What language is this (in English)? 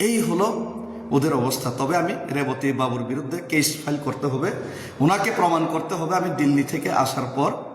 Kok Borok